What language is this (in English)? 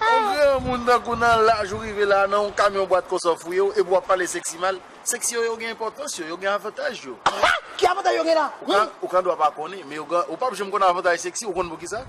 Haitian Creole